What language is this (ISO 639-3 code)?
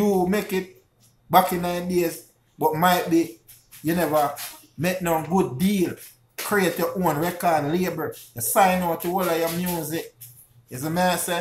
jam